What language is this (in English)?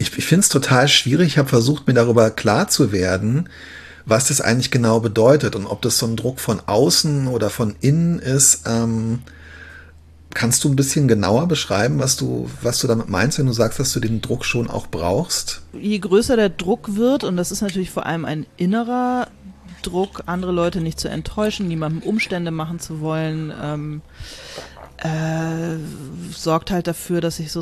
German